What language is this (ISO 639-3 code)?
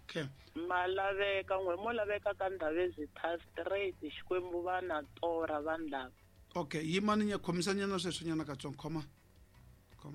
tso